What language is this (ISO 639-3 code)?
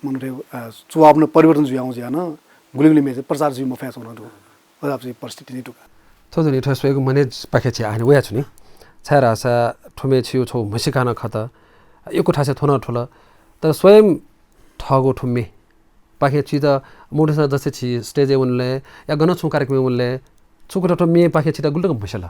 new